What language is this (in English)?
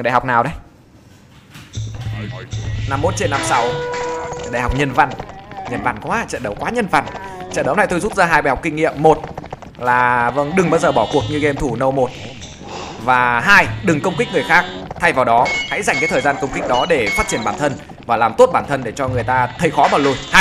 Vietnamese